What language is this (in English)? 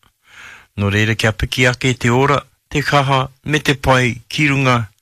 Māori